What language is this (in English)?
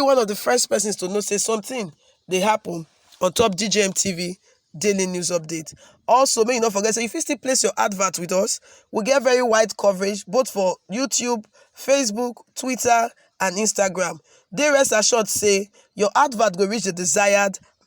Nigerian Pidgin